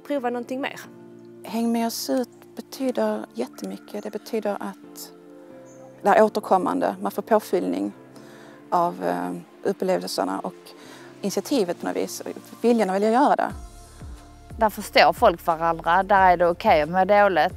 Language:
Swedish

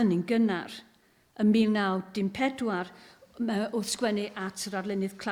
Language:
Welsh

